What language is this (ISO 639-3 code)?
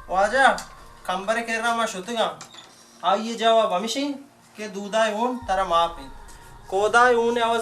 bal